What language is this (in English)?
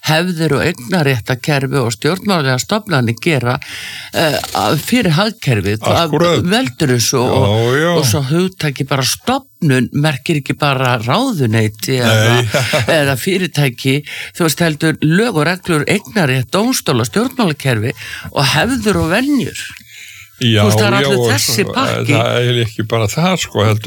Icelandic